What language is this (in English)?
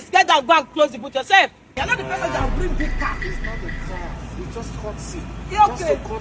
Nigerian Pidgin